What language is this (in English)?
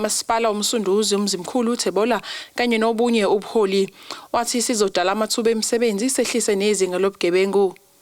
Zulu